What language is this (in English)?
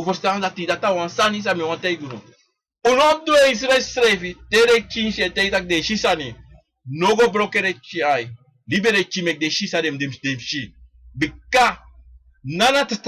Sranan Tongo